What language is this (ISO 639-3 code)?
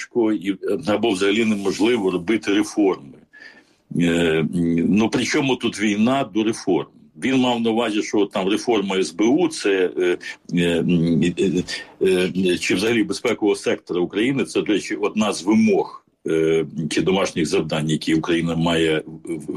ukr